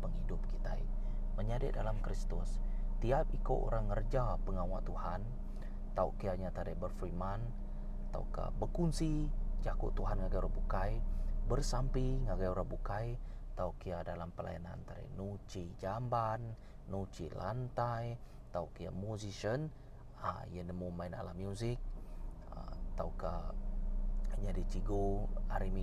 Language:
Iban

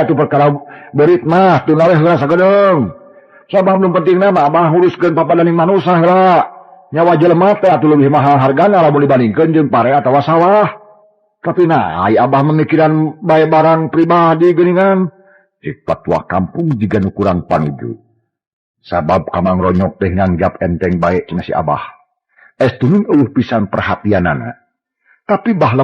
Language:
Sundanese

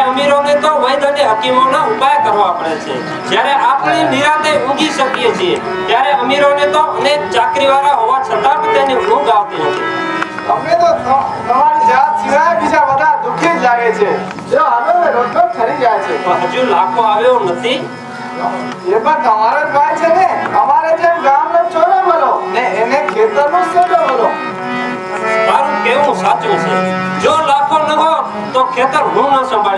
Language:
Gujarati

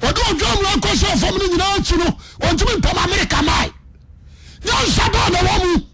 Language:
Akan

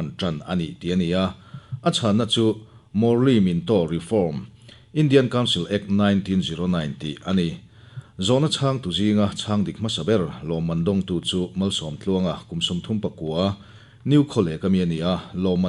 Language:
Mizo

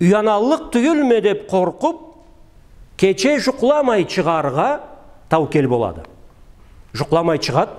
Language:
Karachay-Balkar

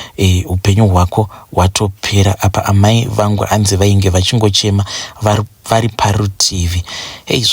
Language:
Shona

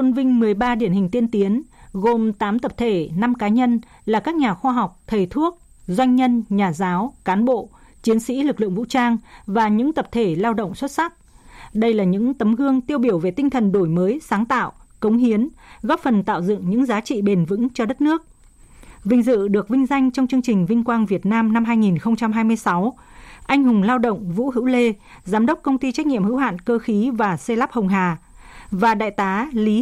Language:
Vietnamese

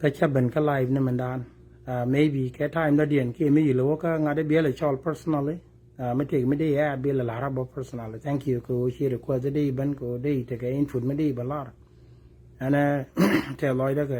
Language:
Nuer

